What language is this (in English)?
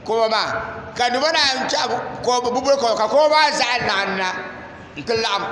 Dagbani